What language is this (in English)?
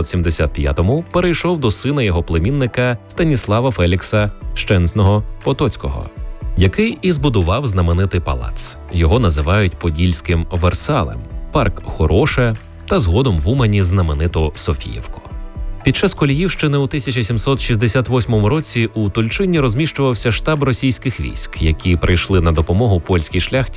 Ukrainian